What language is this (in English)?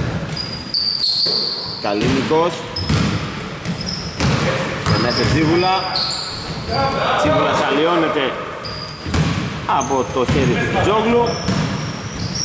Greek